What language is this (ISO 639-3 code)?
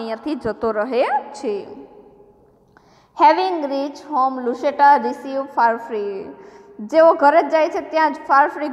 guj